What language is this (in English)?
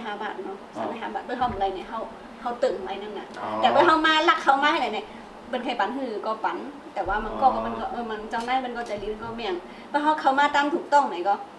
Shan